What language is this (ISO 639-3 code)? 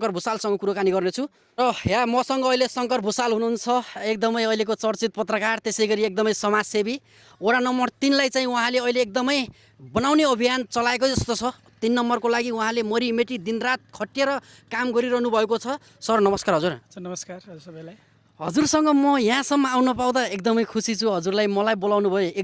nep